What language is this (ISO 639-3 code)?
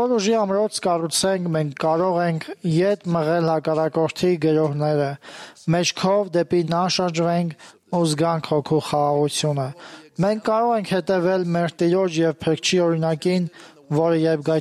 hye